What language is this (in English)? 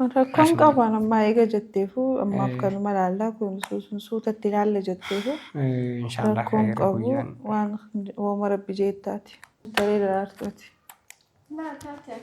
Oromo